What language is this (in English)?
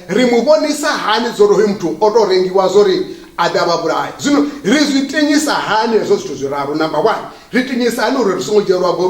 Venda